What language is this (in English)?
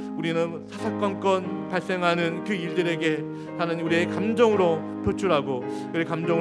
Korean